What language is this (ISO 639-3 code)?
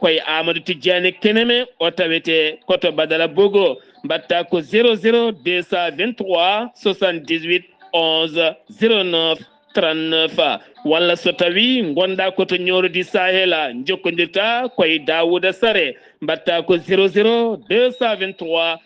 ful